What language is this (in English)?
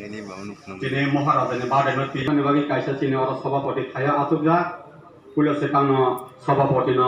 Kok Borok